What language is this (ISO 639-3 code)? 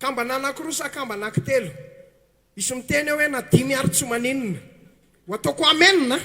mlg